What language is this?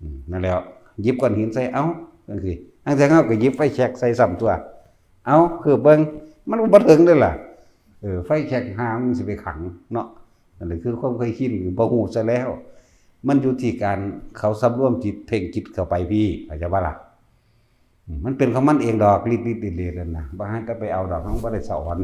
Northeastern Thai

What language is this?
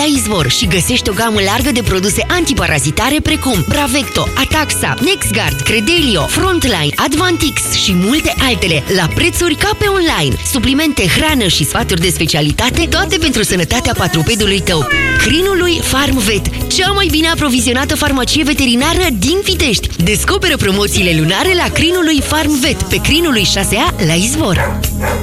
Romanian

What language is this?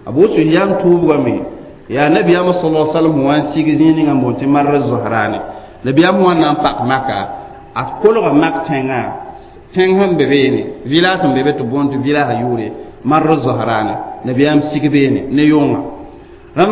Mossi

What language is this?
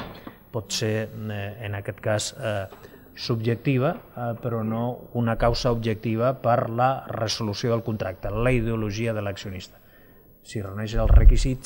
Catalan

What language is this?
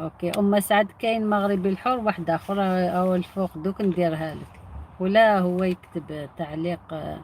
Algerian Arabic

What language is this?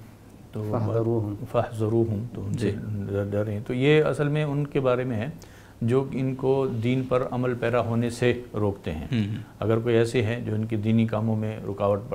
Urdu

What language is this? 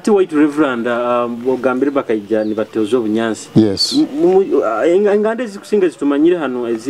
Nyoro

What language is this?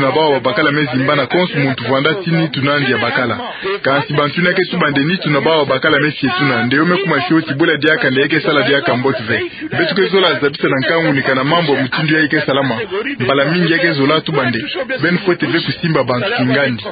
Kituba (Democratic Republic of Congo)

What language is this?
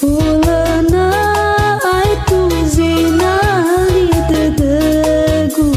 Nias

